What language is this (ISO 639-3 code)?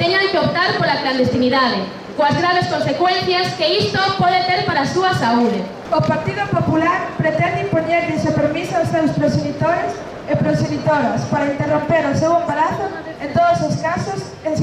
glg